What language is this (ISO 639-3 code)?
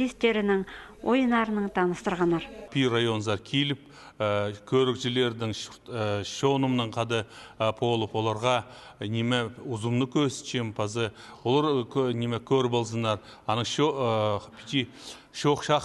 kjh